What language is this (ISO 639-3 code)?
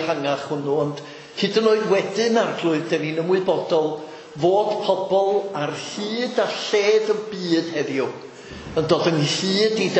cym